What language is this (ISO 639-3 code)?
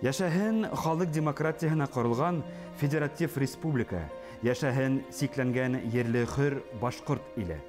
bak